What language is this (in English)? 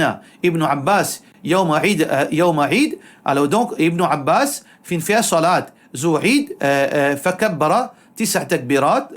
Morisyen